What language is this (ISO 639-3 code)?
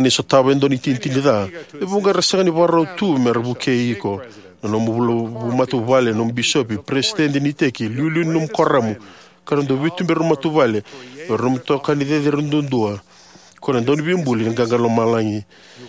fij